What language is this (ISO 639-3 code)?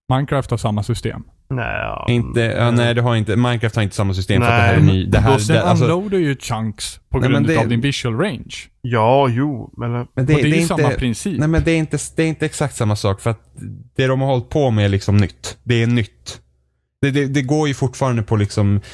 swe